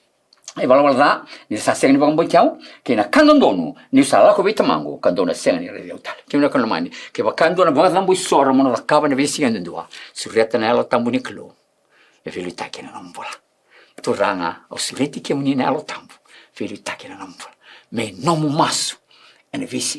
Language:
Fijian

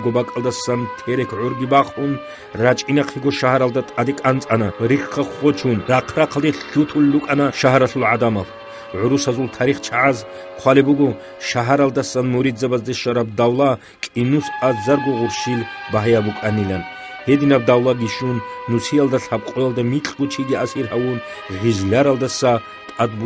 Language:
Avaric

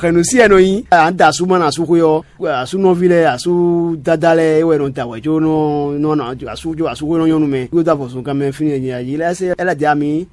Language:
Fon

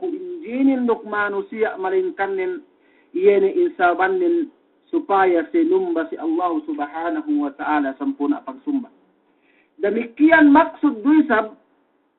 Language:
Yakan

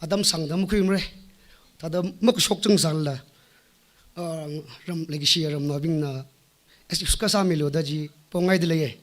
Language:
Tangkhul Naga (India)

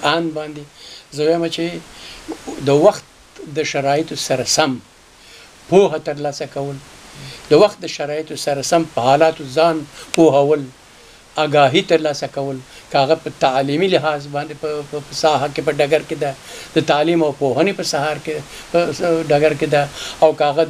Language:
Pashto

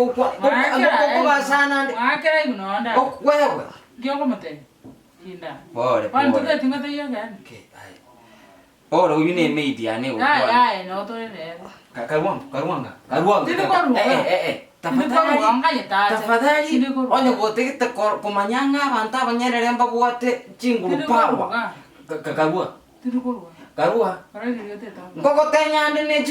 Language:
Gusii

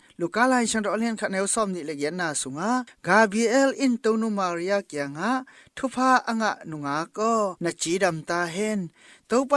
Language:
Tedim Chin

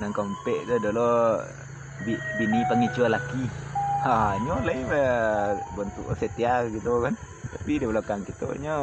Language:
Minangkabau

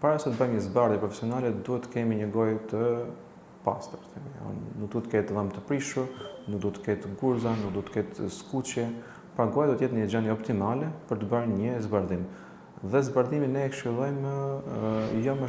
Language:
Albanian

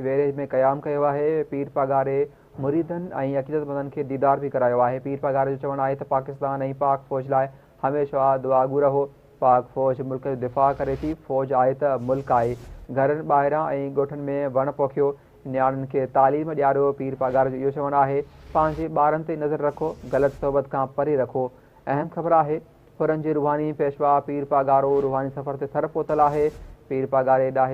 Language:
Sindhi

